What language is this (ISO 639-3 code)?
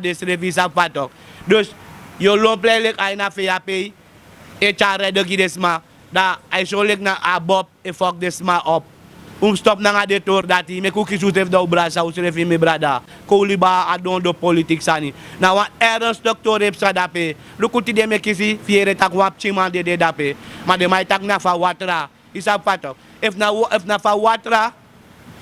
srn